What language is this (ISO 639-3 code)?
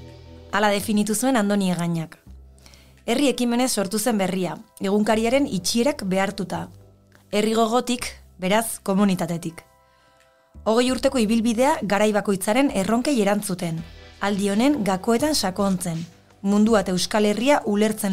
eus